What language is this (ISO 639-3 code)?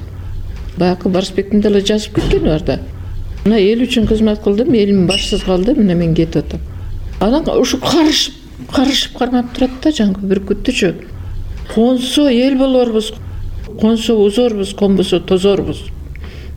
kir